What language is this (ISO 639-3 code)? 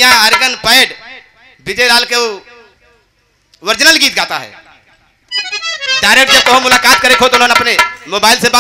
bho